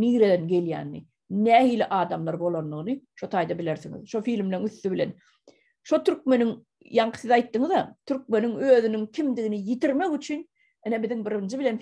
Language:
Turkmen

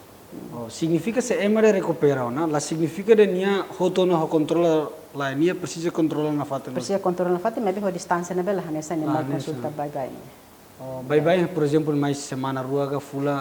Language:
Tetum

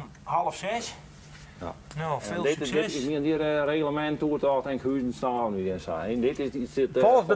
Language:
Western Frisian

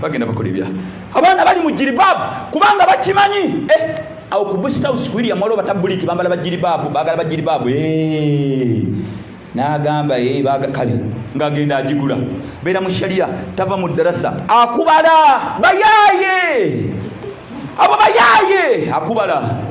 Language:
Ganda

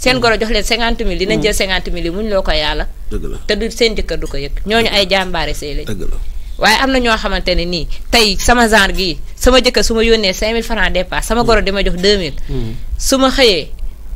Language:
Wolof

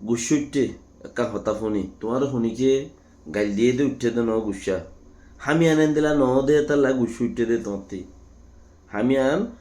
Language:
Rohingya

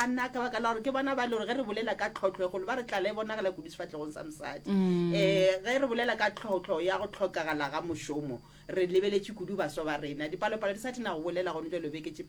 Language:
Northern Sotho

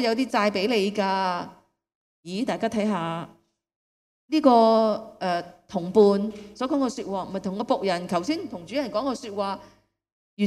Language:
Cantonese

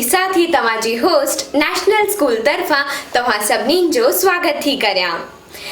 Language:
Sindhi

